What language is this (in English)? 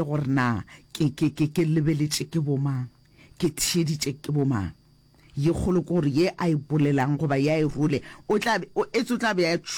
Northern Sotho